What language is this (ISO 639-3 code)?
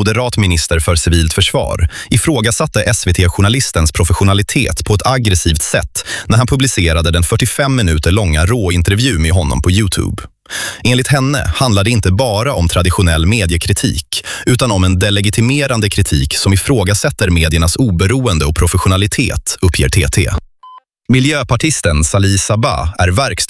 swe